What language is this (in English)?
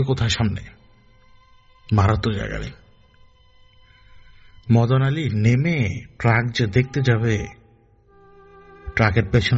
Bangla